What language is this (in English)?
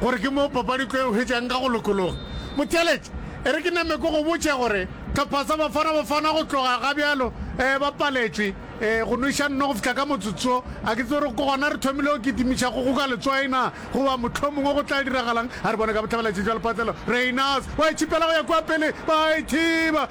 Northern Sotho